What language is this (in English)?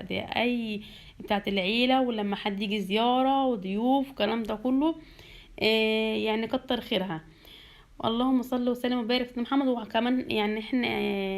Egyptian Arabic